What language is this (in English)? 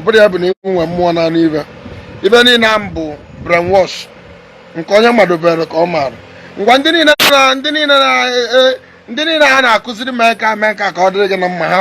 Igbo